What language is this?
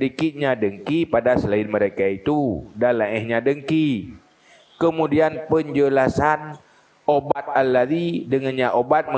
Achinese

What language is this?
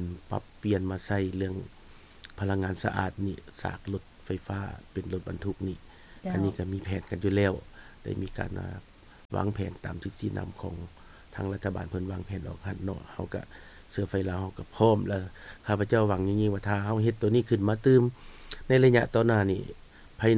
Lao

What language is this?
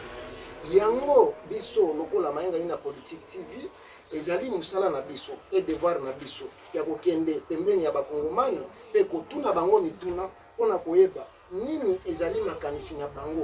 Lingala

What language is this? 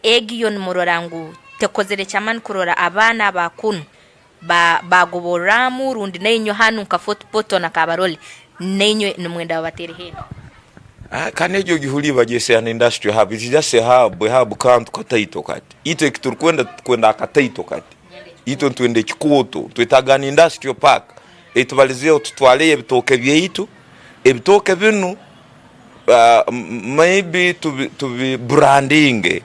Tooro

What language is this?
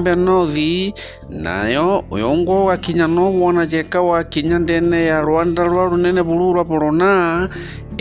Meru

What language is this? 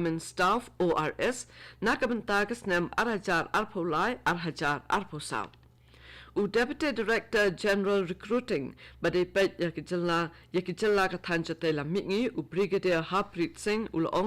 Khasi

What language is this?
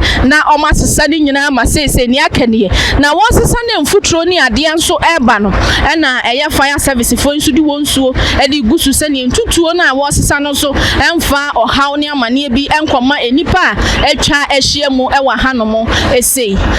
Akan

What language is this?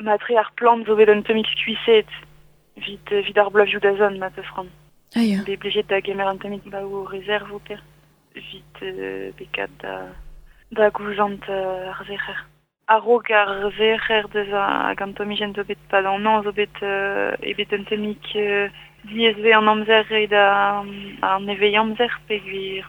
Breton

